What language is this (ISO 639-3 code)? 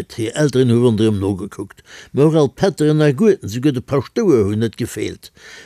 ltz